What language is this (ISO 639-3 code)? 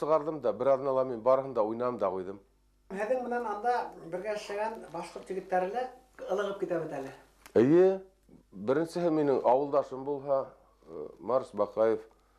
bak